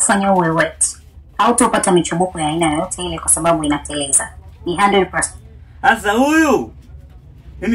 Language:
Swahili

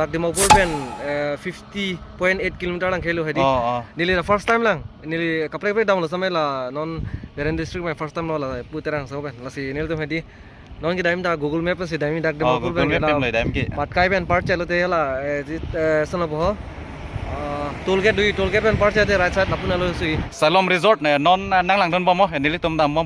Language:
Karbi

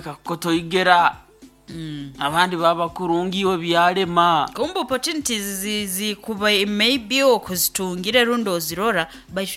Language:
Nyoro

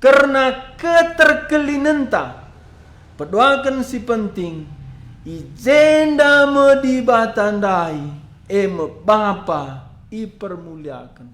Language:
Batak Karo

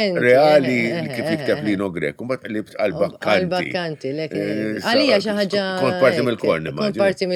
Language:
Maltese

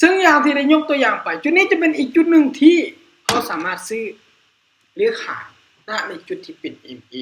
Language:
Lao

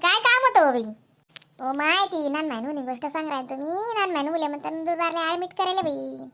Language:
Khandesi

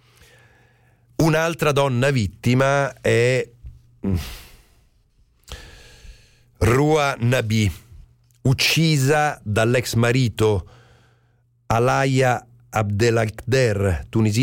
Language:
Italian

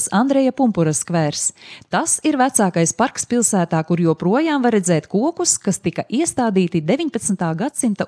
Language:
Latvian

